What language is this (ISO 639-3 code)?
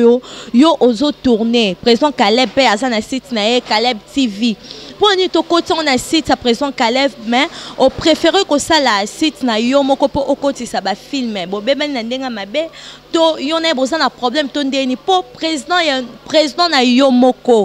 lin